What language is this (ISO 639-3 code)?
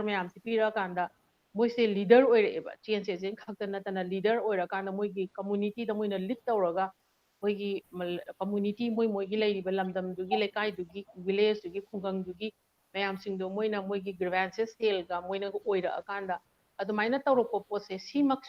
mni